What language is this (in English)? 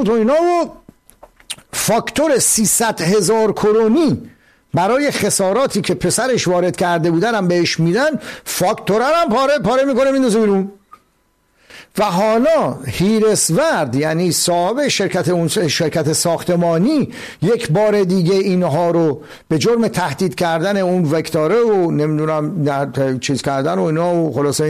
Persian